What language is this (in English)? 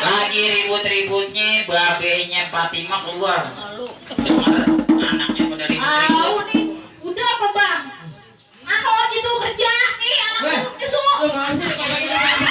Betawi